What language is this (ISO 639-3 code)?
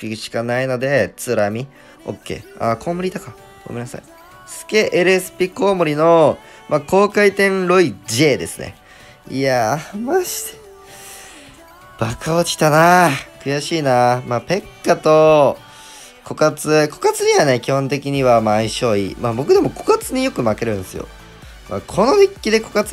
jpn